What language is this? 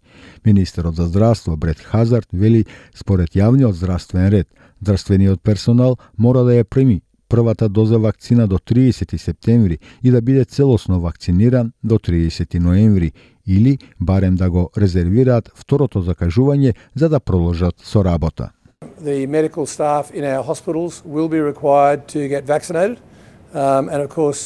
Macedonian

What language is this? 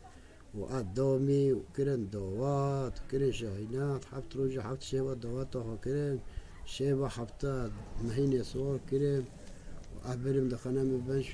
Kurdish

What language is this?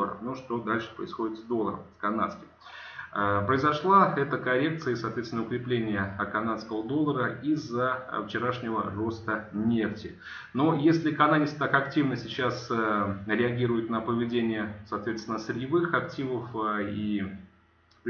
Russian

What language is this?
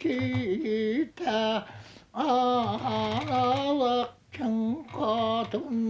Yakut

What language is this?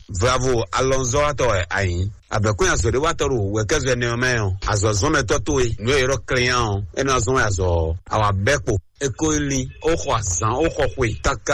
Fon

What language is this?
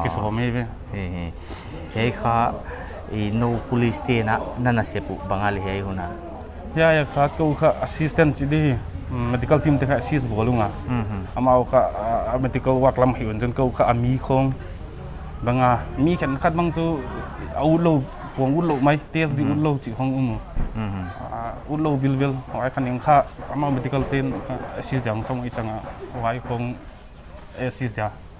Paite Chin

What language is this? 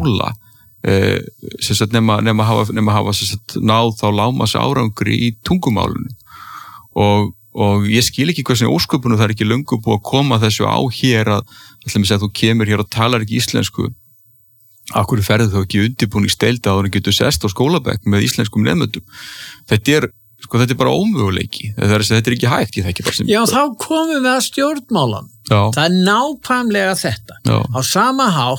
Icelandic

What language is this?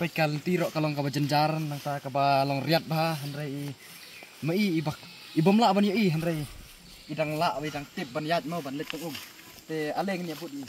Khasi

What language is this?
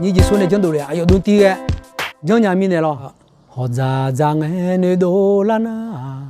Akha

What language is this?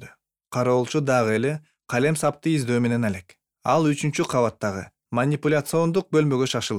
Kyrgyz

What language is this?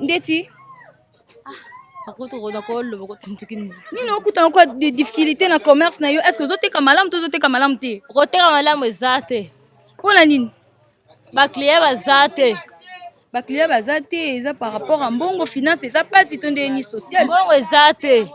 Lingala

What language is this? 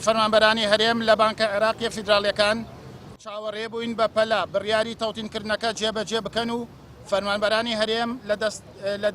Central Kurdish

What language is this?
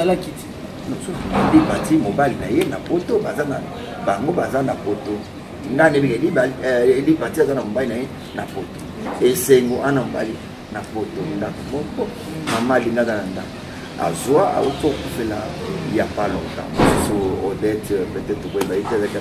Lingala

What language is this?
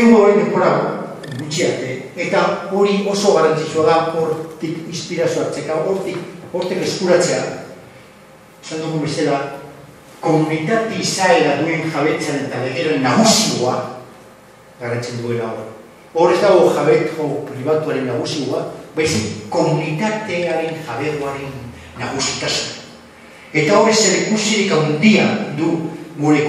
Basque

